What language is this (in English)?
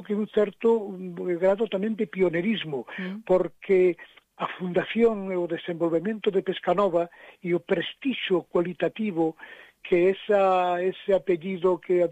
Galician